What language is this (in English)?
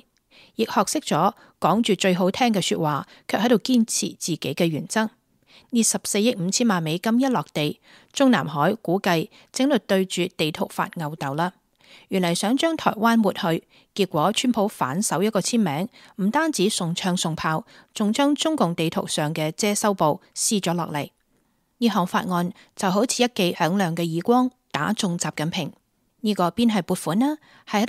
Cantonese